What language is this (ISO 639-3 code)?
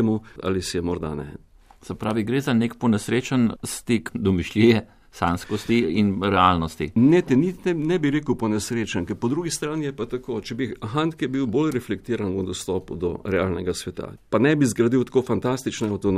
slv